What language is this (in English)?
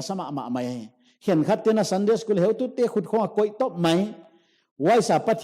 Paite Chin